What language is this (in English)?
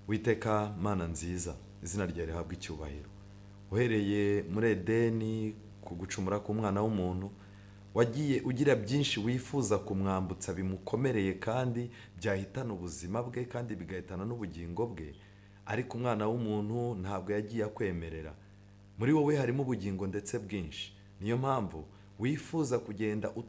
Kinyarwanda